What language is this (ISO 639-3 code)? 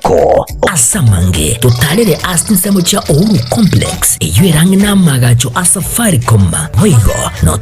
guz